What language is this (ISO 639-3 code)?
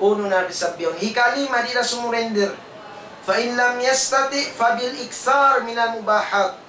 tsg